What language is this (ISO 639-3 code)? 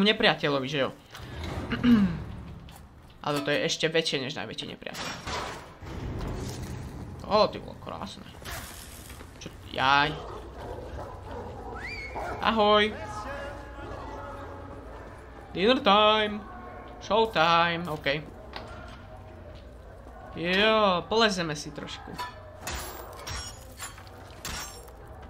slk